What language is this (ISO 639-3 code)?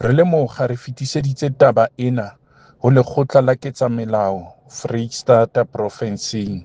sot